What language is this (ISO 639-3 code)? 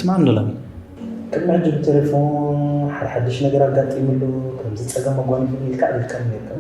tir